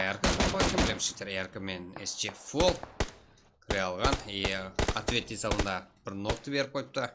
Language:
Kara-Kalpak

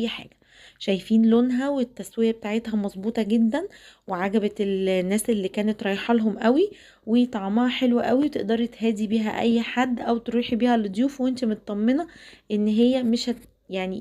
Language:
Egyptian Arabic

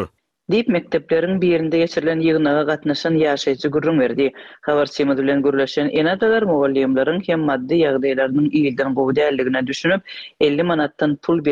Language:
Turkmen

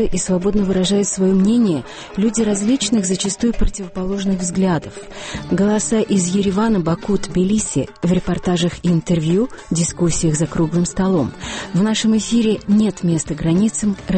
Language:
Russian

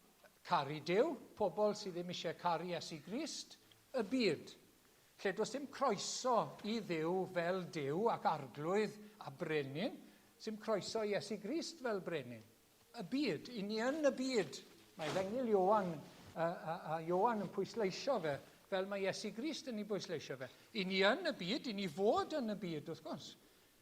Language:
Welsh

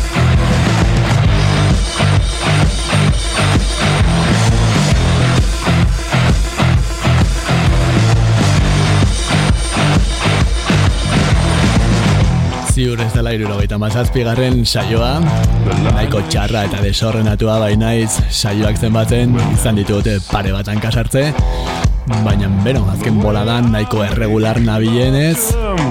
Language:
Basque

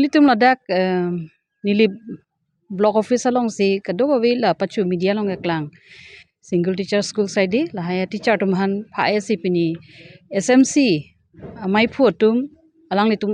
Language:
Karbi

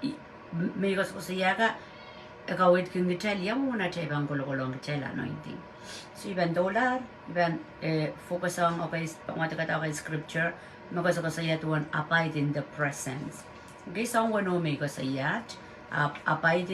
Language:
Pohnpeian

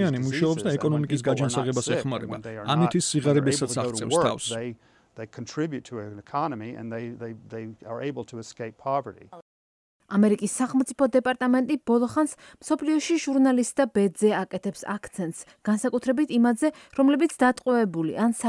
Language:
Georgian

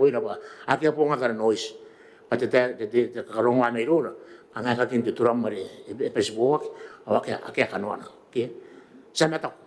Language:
Gilbertese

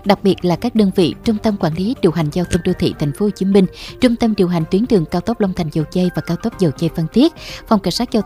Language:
Vietnamese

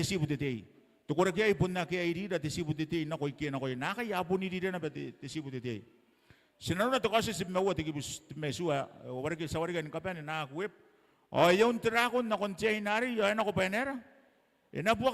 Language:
Gilbertese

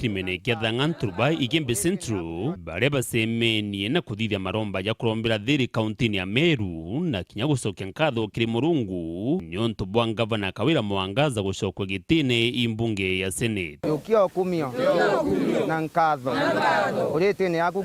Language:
Meru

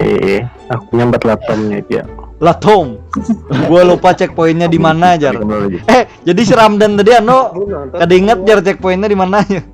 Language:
Banjar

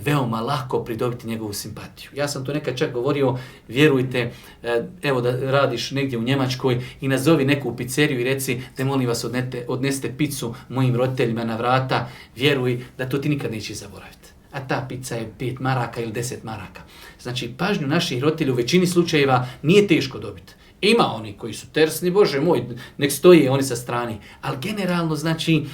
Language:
Bosnian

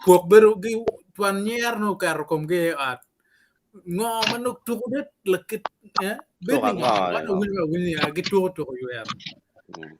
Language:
Acoli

